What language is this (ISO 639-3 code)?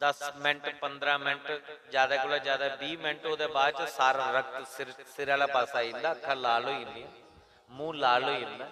doi